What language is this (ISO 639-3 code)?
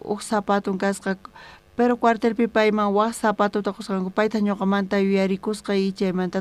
quh